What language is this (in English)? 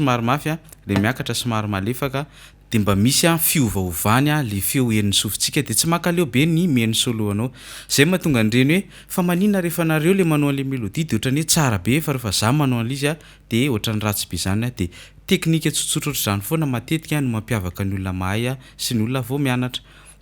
Malagasy